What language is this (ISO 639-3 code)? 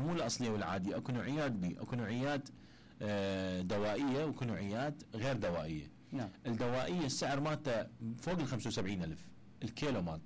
acm